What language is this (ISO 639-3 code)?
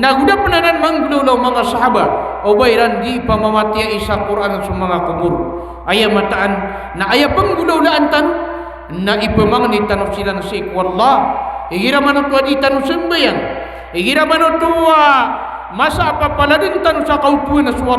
mrw